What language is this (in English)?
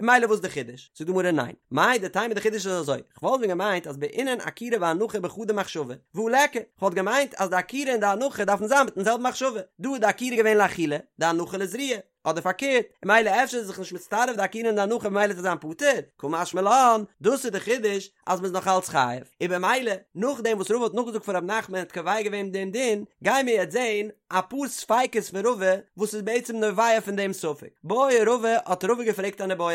Yiddish